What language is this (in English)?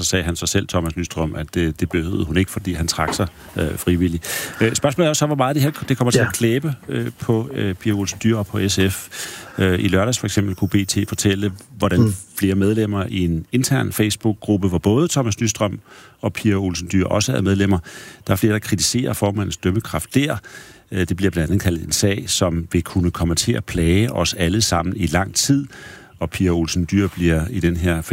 Danish